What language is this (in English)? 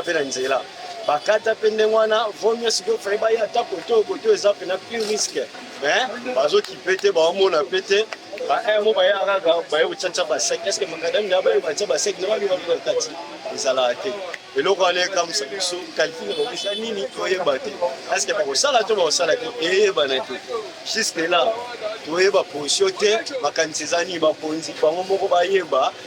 Lingala